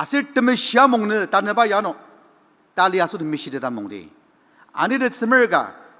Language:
Ao Naga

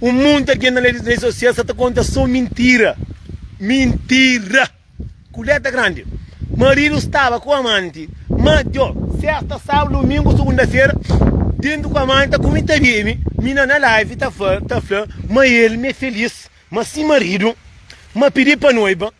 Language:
Kabuverdianu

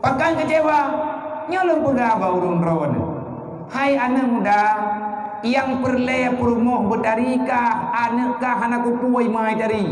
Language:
Achinese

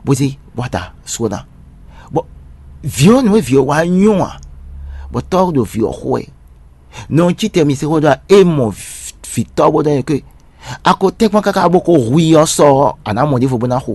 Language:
Fon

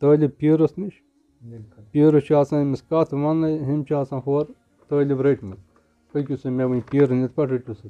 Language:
Kashmiri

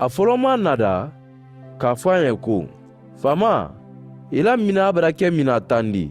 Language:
Mandingo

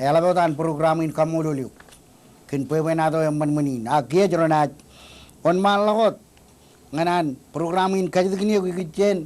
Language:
Marshallese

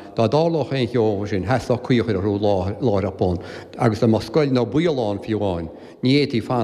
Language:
Irish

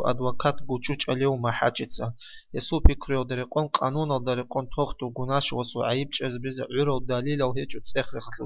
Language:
Avaric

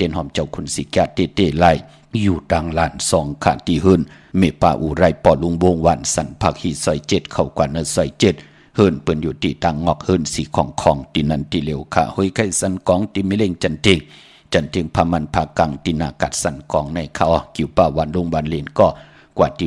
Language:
Shan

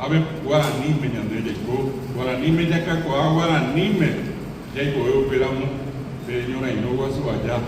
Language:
Guarani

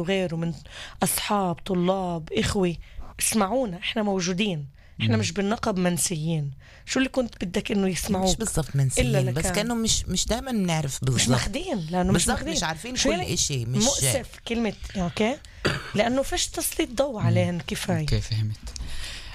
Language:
North Levantine Arabic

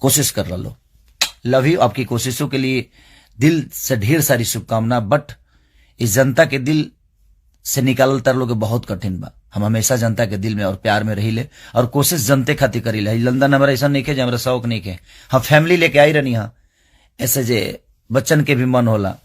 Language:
Bhojpuri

